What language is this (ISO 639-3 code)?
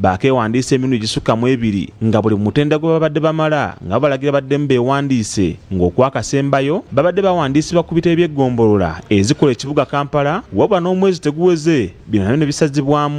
lug